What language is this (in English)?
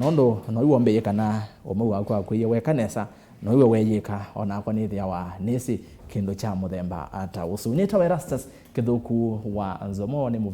Kamba